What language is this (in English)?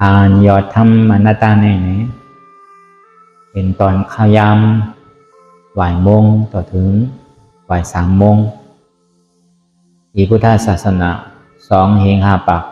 Shan